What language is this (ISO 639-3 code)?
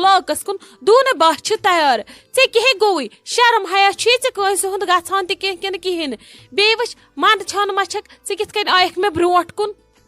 kas